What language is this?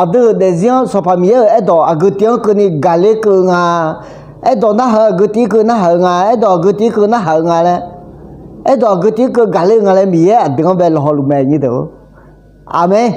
Akha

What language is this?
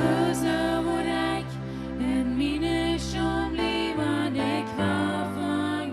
Plautdietsch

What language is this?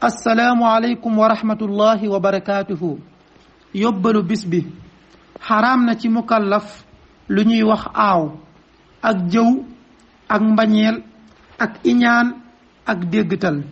Wolof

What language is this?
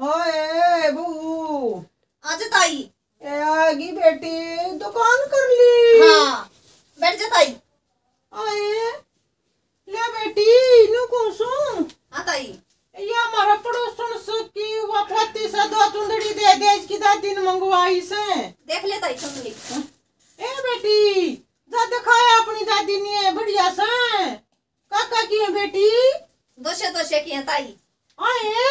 Haryanvi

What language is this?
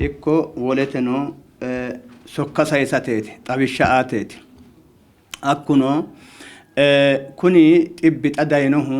Sidamo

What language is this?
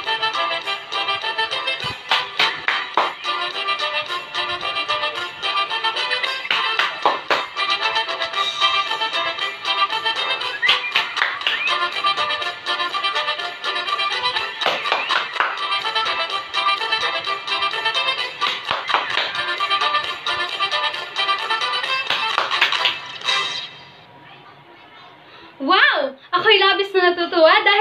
Filipino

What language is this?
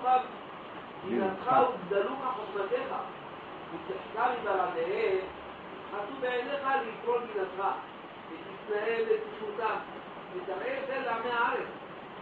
Hebrew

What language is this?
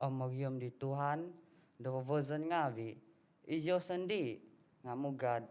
Central Dusun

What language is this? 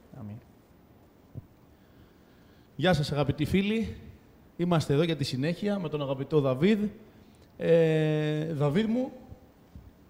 Greek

